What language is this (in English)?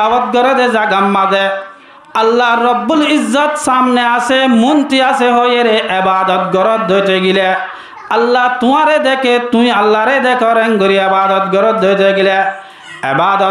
Rohingya